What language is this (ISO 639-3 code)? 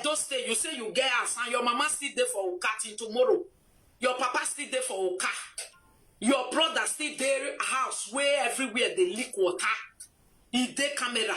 pcm